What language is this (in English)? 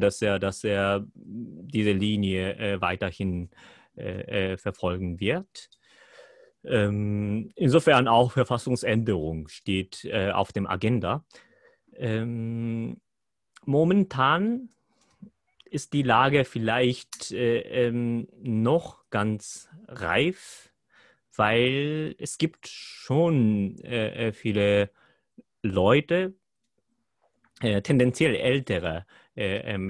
German